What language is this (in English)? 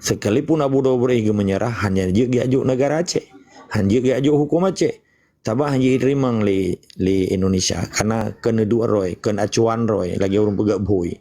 Achinese